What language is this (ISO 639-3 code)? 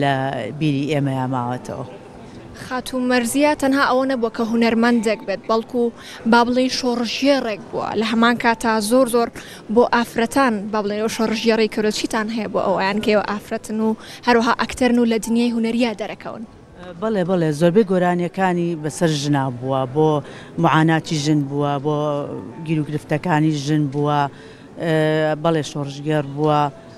ckb